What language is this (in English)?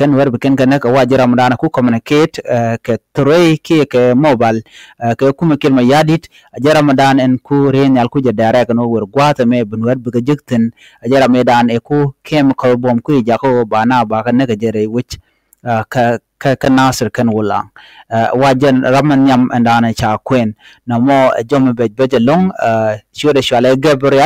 Nuer